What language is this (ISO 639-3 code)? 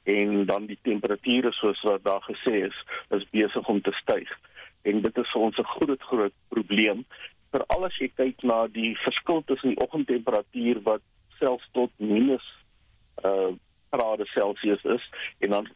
afr